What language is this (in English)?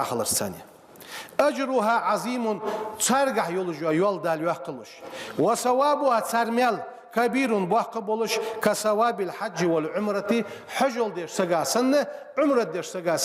Ingush